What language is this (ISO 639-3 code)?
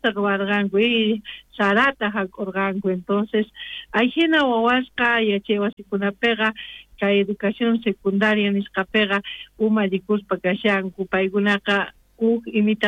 quh